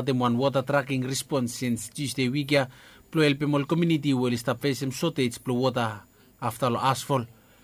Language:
Bislama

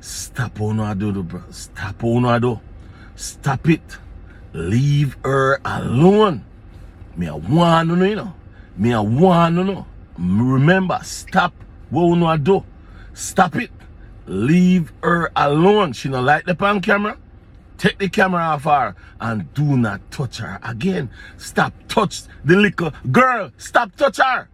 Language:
Jamaican Creole English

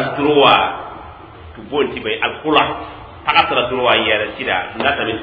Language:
Mossi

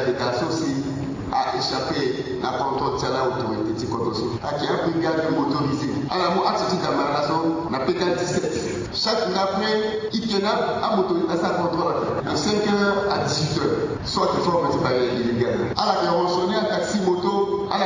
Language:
Sango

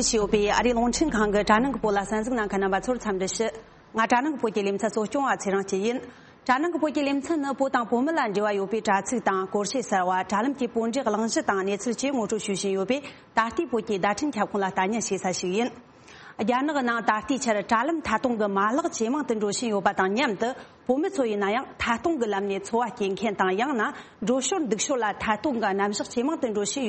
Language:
Tibetan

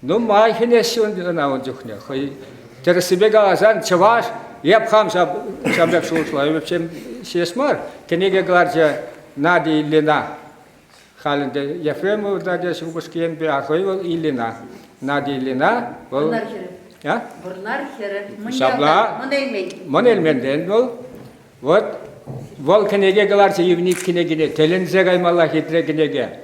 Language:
Chuvash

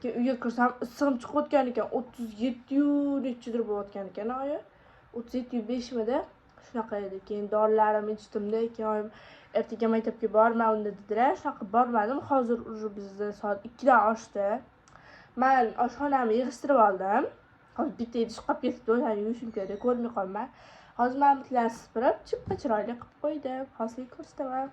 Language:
Uzbek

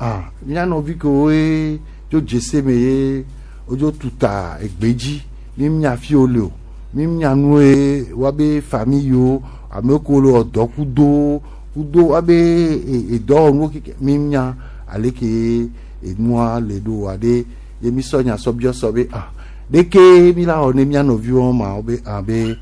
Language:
Gen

